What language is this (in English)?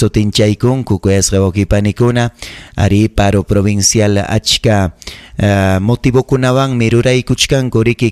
Ayacucho Quechua